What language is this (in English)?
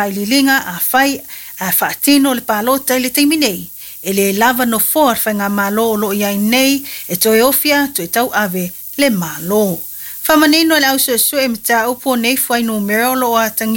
Samoan